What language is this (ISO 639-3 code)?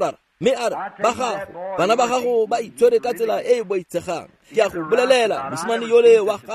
tsn